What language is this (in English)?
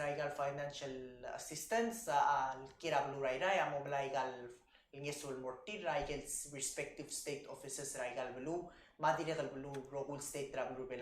Palauan